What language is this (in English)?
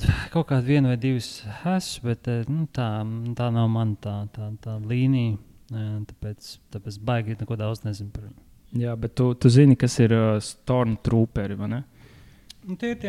Latvian